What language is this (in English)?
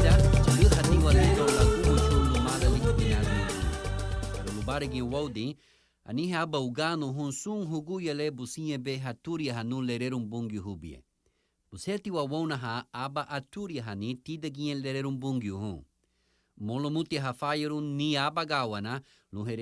Garifuna